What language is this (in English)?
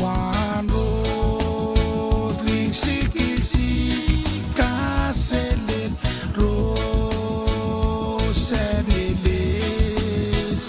Pohnpeian